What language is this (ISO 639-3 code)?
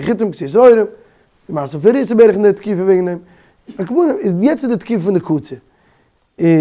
yid